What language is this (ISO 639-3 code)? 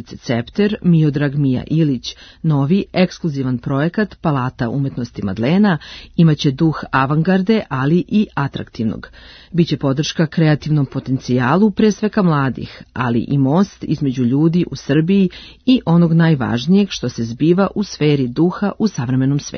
srp